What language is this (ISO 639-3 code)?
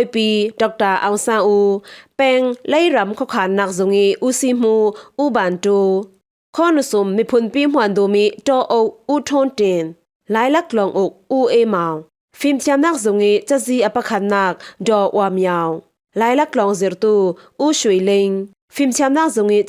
cfm